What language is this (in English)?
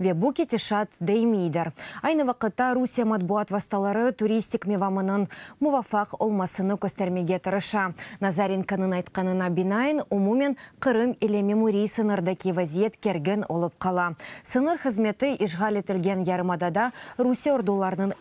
Crimean Tatar